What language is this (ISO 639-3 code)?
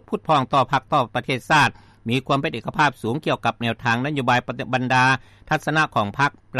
lao